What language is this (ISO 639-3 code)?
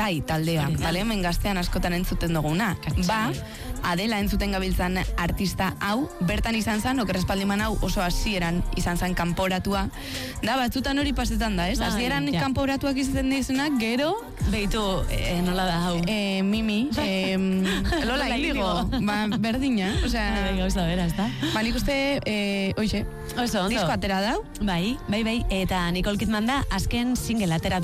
eus